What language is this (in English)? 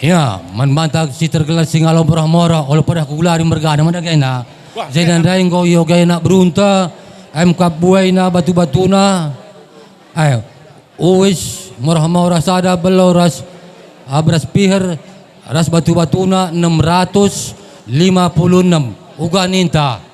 Batak Karo